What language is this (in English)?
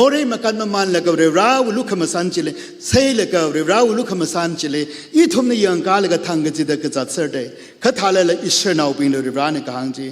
Tangkhul Naga (India)